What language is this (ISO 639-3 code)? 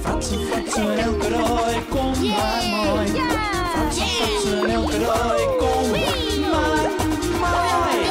fry